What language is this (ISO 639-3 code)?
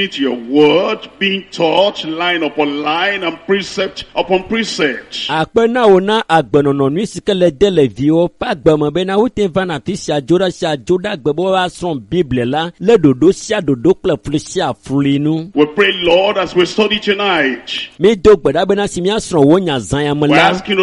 ewe